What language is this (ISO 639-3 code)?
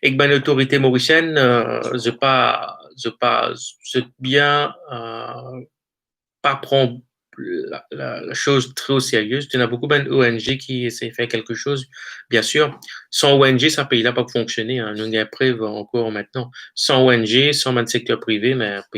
mfe